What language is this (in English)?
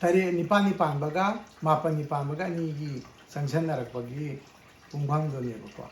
Manipuri